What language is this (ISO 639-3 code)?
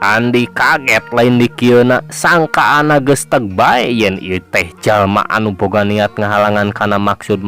sun